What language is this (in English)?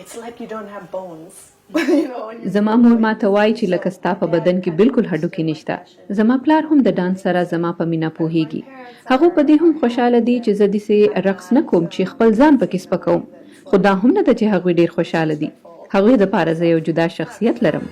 Pashto